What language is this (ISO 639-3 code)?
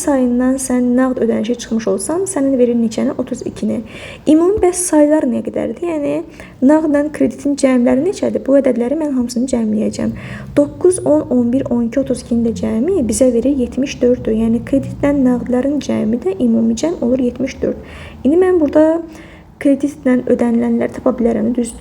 aze